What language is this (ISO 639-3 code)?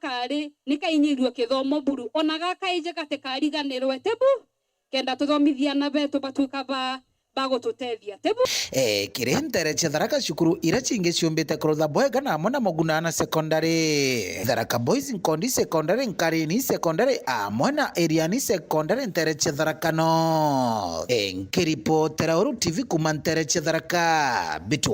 mer